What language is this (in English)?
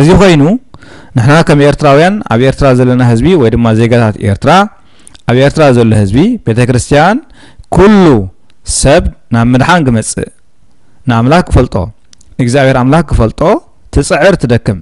Tigrinya